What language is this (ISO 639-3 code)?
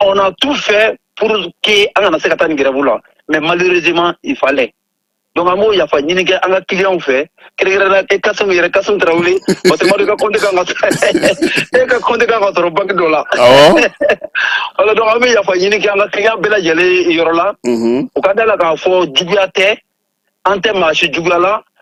bam